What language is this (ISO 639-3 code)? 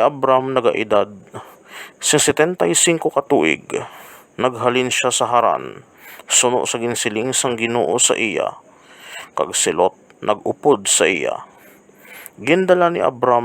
hil